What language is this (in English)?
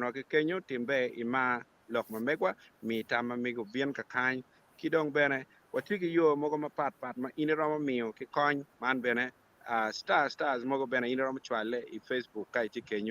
Acoli